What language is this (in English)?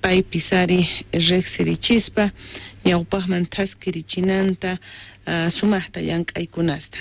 South Bolivian Quechua